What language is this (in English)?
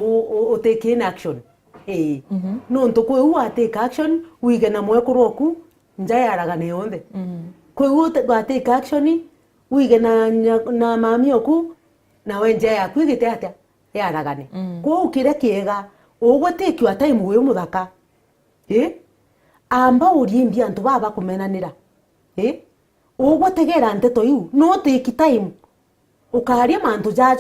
Meru